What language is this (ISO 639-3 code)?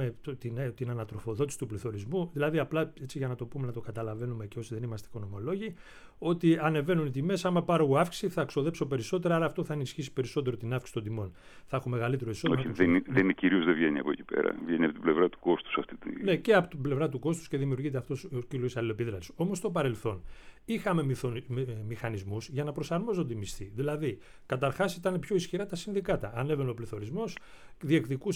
ell